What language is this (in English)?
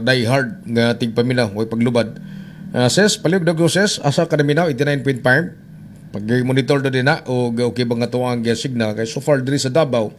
Cebuano